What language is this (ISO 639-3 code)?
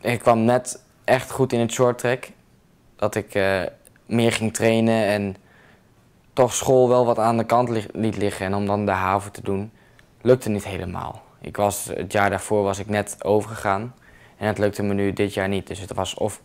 fry